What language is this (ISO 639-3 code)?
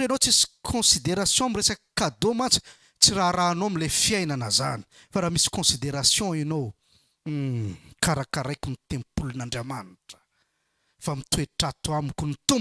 mlg